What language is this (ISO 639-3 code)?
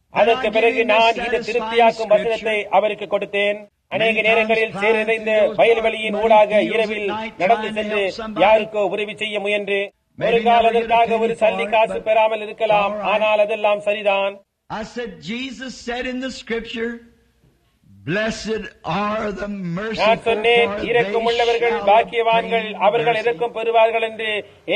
tam